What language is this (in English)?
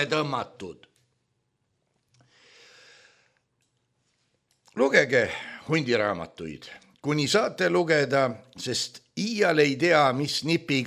Estonian